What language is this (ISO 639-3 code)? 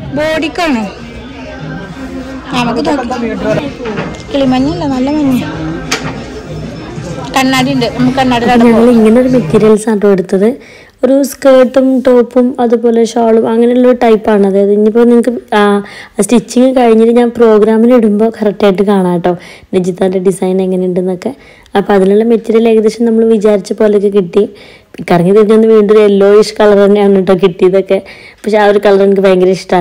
mal